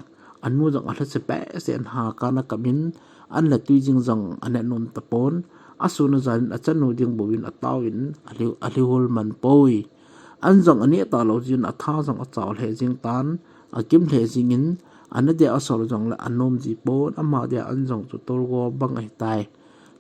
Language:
Thado Chin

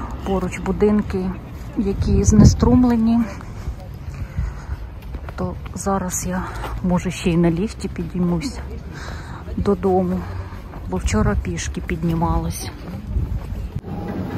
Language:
Ukrainian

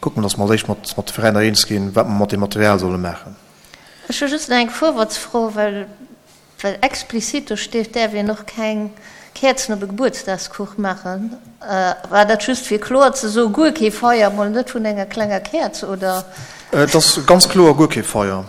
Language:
Luxembourgish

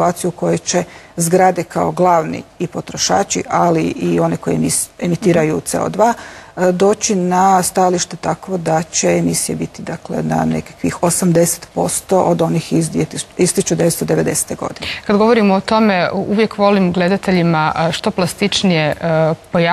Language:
Croatian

